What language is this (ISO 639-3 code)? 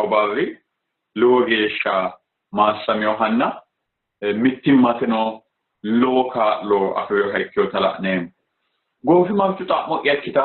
sid